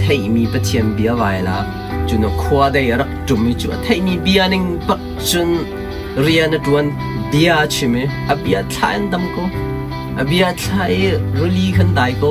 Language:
Hakha Chin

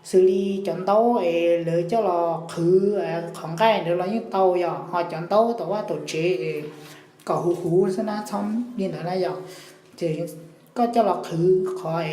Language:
Hmong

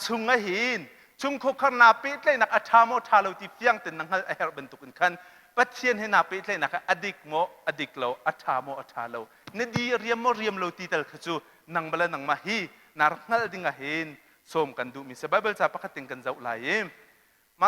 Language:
Hakha Chin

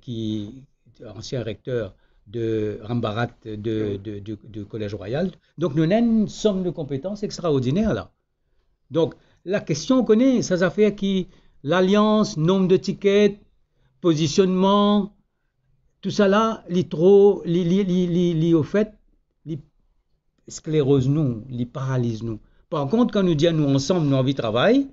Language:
Morisyen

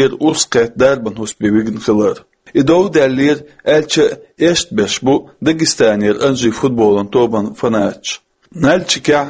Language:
Chechen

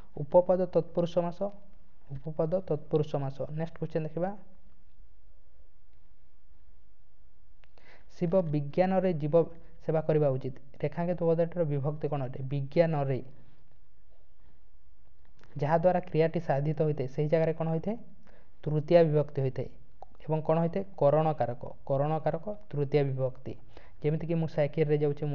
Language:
Odia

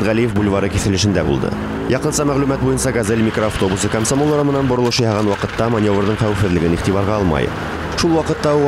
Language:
Bashkir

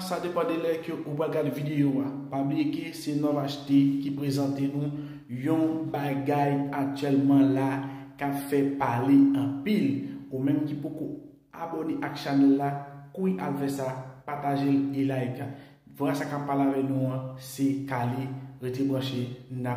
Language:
Haitian Creole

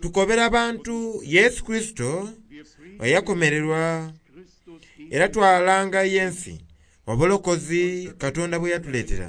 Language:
Soga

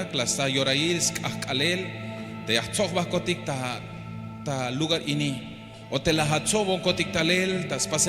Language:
Tzeltal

